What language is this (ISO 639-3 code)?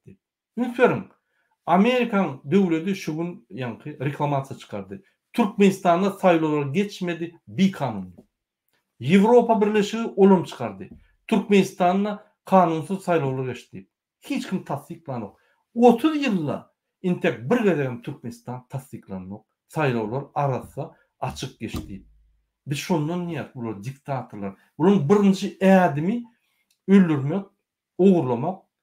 tuk